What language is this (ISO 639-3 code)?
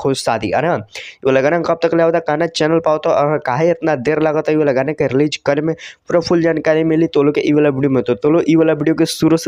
bho